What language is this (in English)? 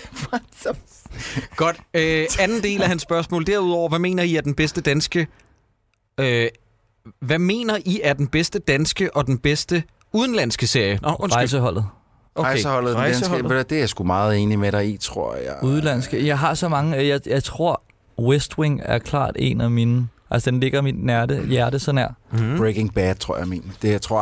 Danish